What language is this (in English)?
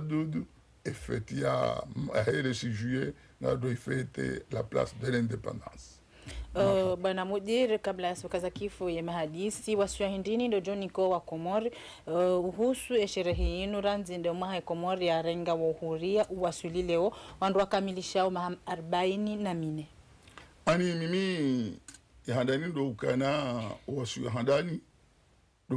Ngazidja Comorian